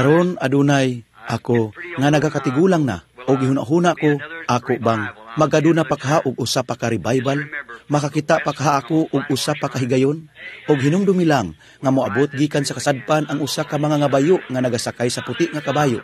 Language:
Cebuano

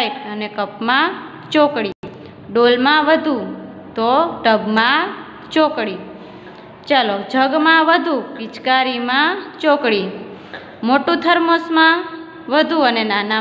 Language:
Gujarati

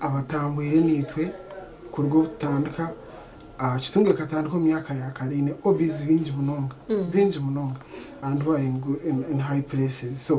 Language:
Nyankole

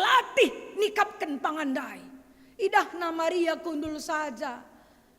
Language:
Batak Karo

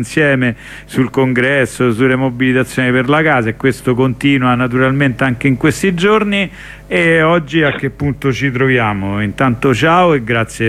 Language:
Italian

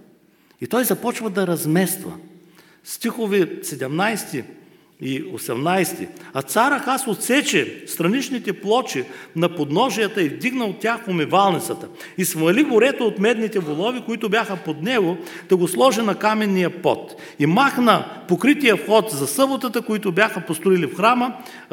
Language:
Bulgarian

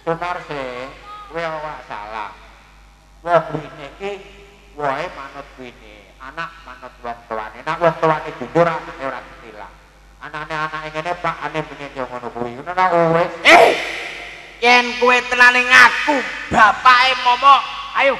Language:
Javanese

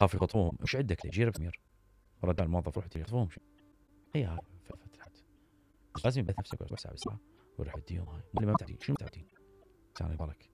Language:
Mesopotamian Arabic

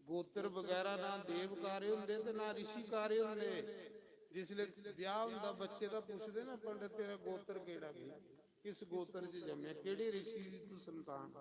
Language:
Dogri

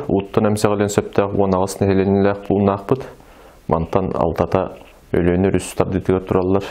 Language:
Yakut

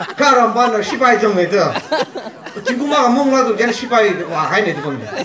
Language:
Tangkhul Naga (India)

